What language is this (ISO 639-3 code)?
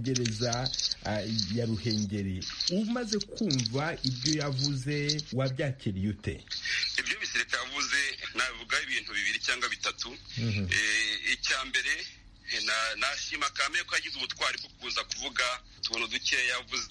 kin